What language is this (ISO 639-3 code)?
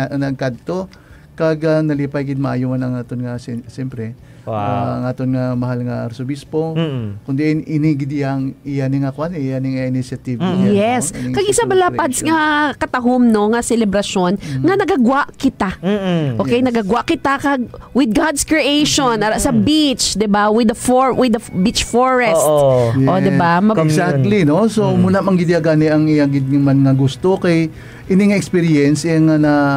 hil